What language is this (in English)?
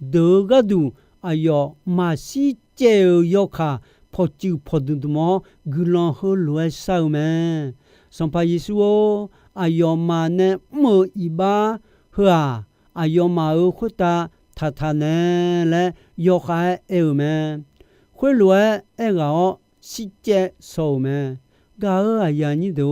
Akha